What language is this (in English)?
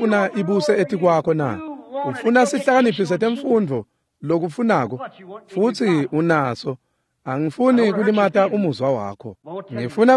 Swati